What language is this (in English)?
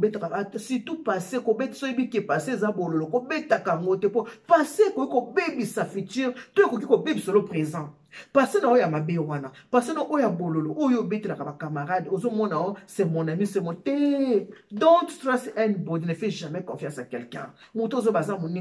Lingala